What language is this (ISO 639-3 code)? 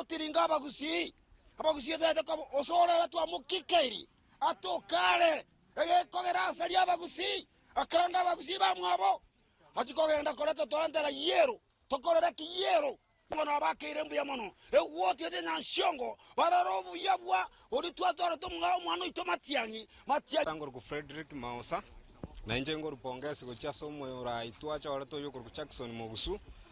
guz